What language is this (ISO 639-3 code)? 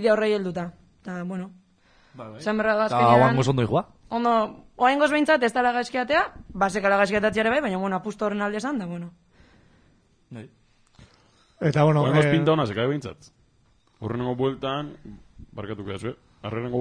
eus